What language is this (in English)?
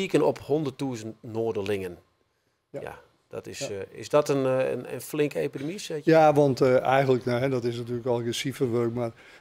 Western Frisian